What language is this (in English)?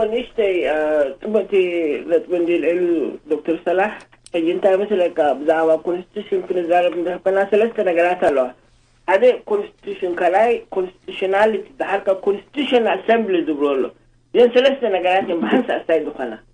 Tigrinya